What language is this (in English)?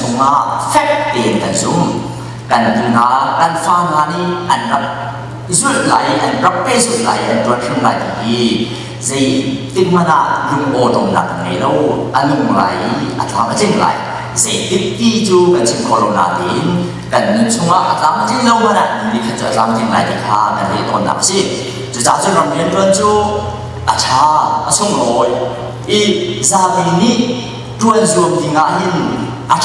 Hakha Chin